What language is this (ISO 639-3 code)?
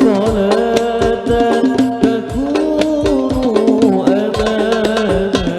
bjn